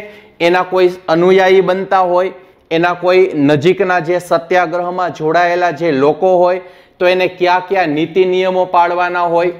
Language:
Gujarati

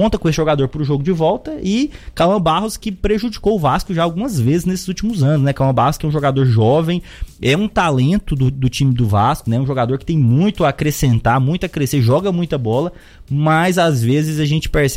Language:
Portuguese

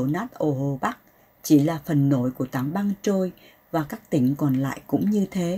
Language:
Vietnamese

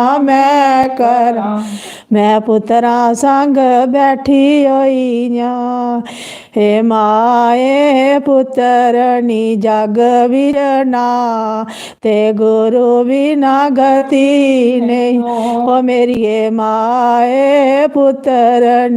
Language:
Dogri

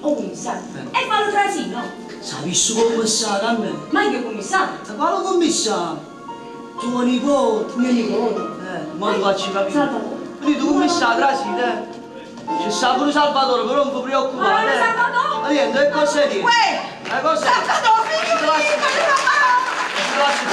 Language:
Neapolitan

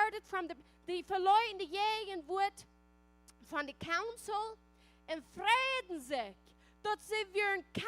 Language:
Plautdietsch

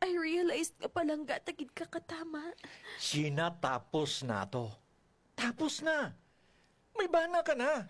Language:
Hiligaynon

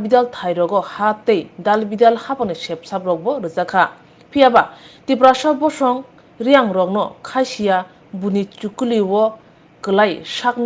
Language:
Riang (India)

